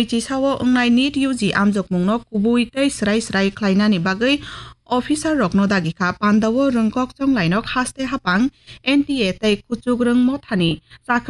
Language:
Kok Borok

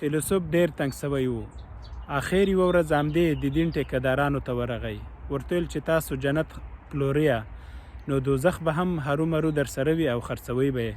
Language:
Pashto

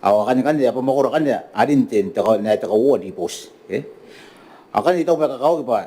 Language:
Gilbertese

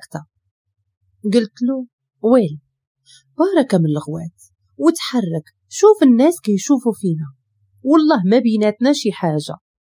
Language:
Moroccan Arabic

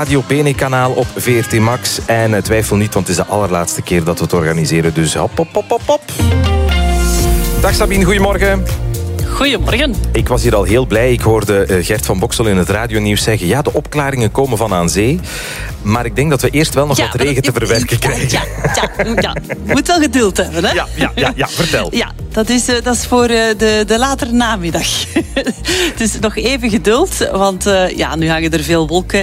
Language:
Dutch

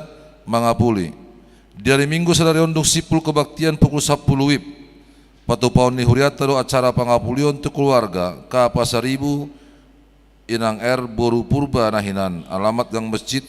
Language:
Batak Toba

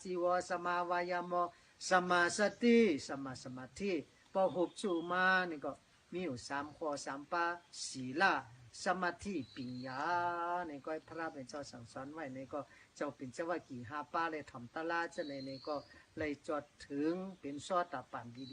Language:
Shan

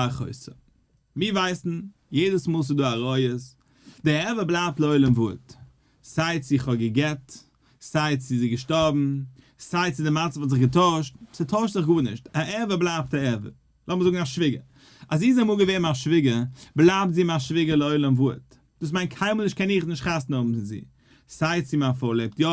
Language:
Yiddish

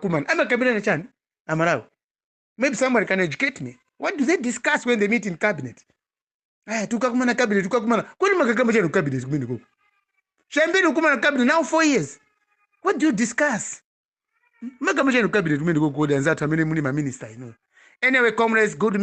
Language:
Nyanja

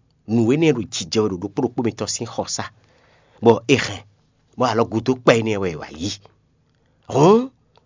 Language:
Fon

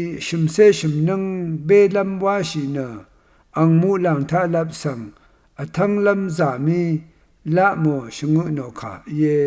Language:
Rawang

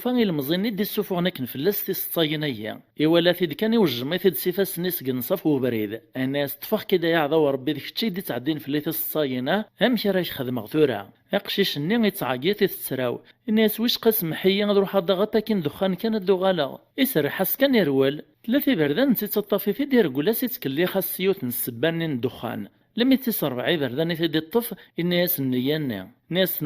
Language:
Kabyle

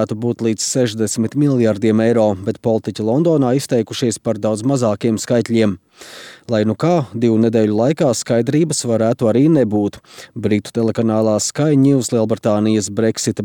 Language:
Latvian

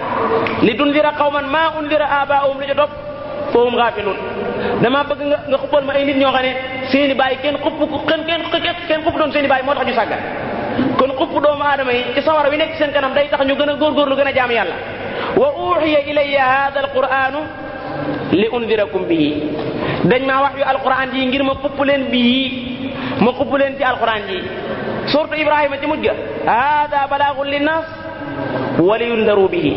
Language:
Wolof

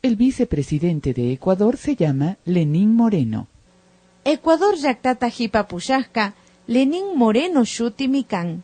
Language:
Imbabura Highland Quichua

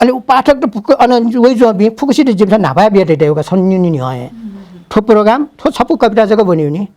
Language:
Newari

